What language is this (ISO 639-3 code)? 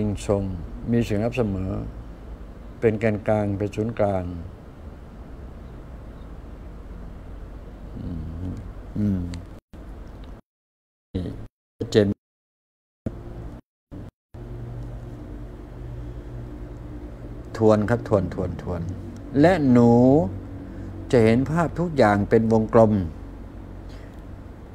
tha